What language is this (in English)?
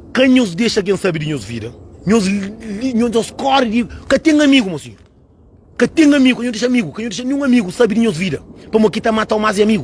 Kabuverdianu